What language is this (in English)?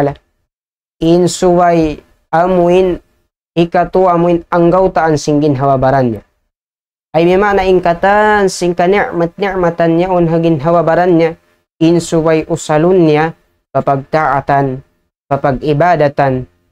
Tausug